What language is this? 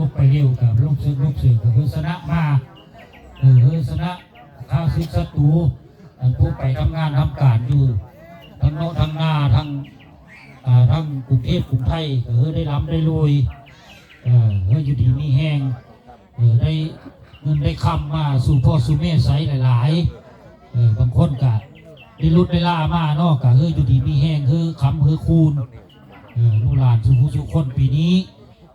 Northeastern Thai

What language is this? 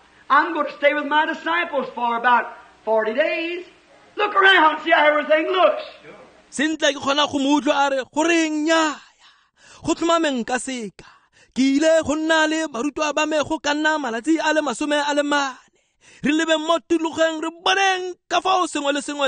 Tswana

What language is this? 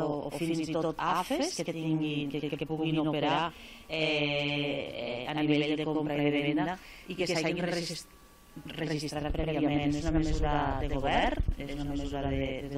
Catalan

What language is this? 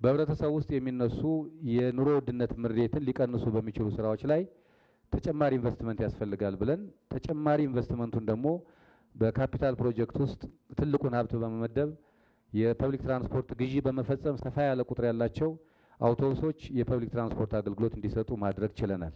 Amharic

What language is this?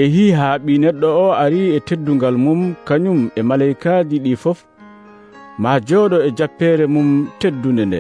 Nigerian Fulfulde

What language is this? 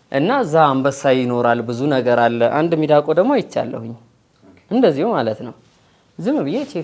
Amharic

